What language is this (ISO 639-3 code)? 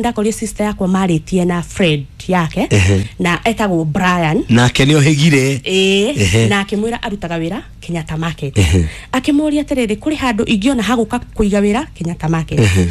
kik